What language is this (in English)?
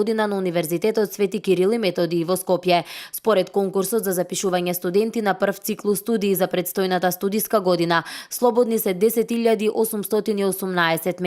Macedonian